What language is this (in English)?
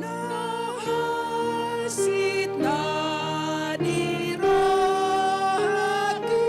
Batak Toba